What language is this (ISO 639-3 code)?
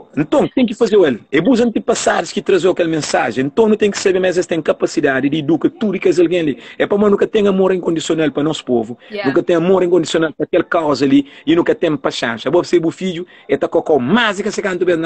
kea